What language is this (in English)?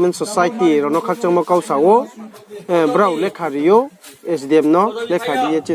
Riang (India)